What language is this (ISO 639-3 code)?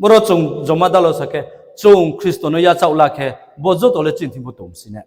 ria